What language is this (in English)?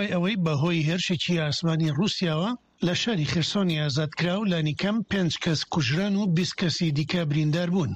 Central Kurdish